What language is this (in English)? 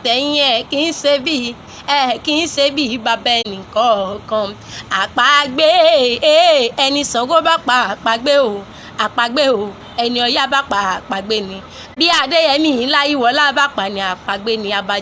Yoruba